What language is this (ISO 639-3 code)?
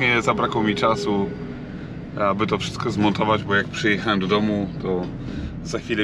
pol